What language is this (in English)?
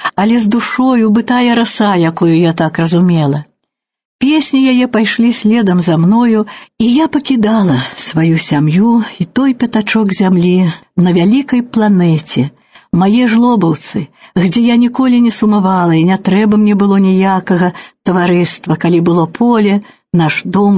Belarusian